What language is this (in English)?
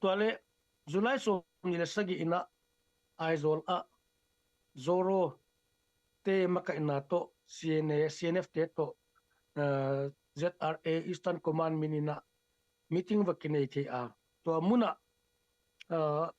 Tedim Chin